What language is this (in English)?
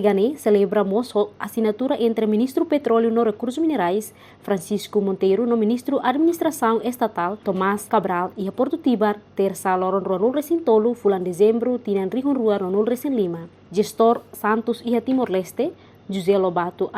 Tetum